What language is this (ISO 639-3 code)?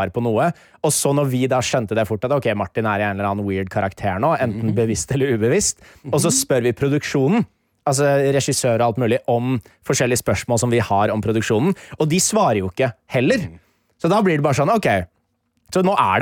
nor